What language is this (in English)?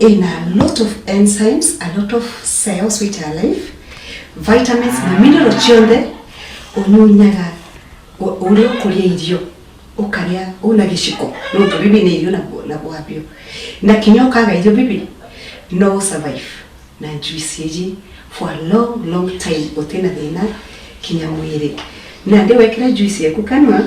Meru